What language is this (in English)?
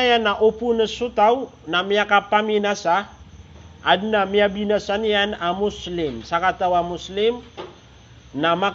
Maranao